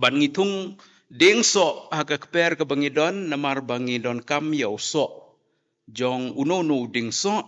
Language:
Khasi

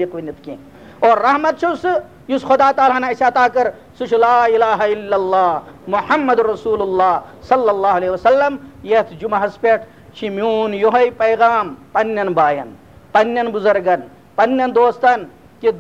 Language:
Kashmiri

